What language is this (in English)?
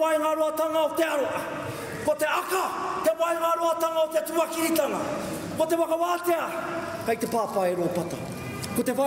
Māori